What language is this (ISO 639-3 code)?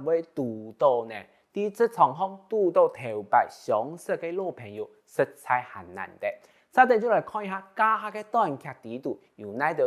hak